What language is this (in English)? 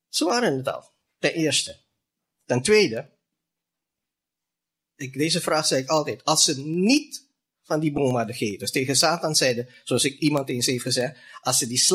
Dutch